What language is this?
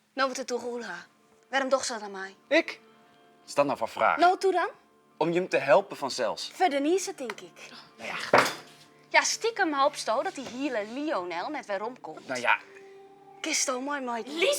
Western Frisian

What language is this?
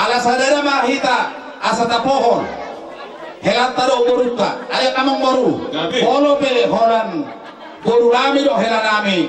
Batak Toba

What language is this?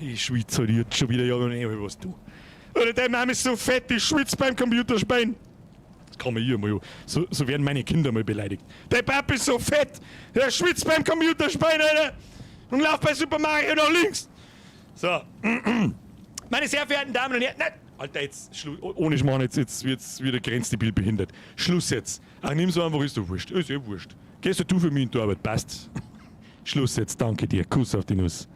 Bavarian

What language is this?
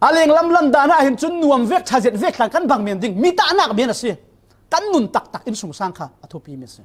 Falam Chin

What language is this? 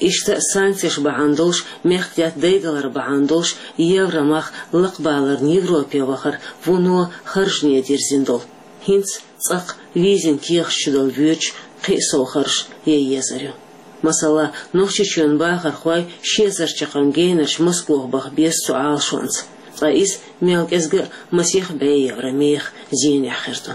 Chechen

